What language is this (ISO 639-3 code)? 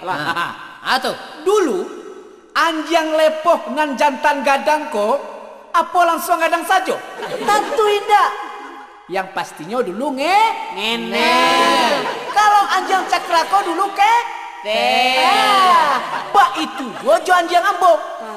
min